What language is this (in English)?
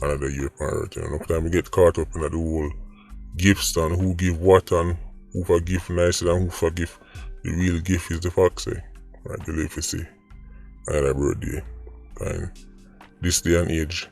Jamaican Creole English